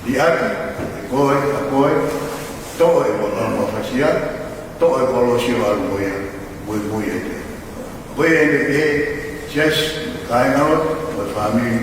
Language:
Tongan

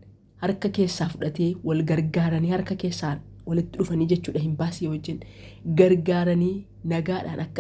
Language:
Oromo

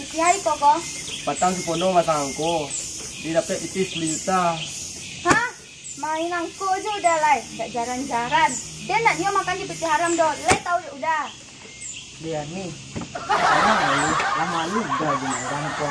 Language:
Minangkabau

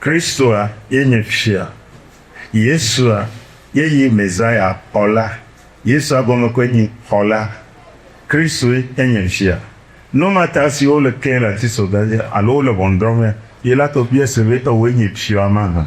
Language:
Ewe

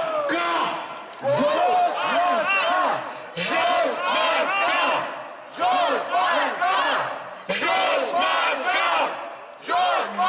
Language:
Romanian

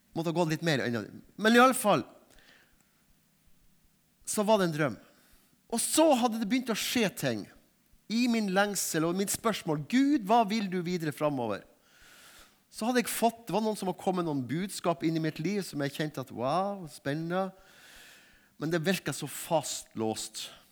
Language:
Norwegian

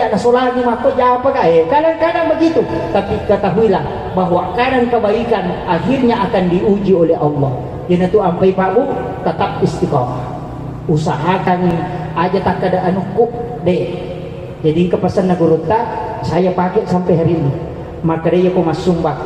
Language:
Buginese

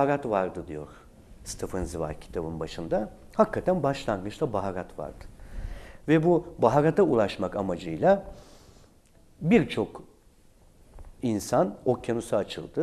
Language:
Turkish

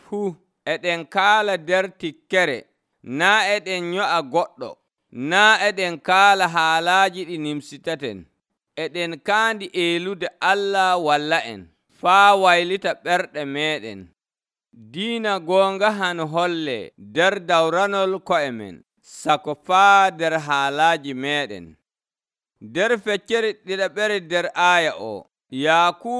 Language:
Nigerian Fulfulde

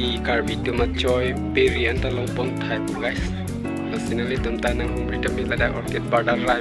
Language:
Karbi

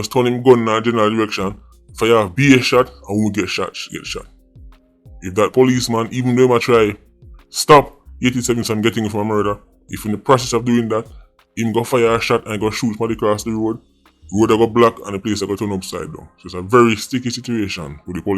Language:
Jamaican Creole English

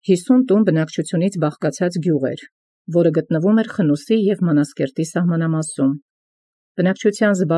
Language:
Armenian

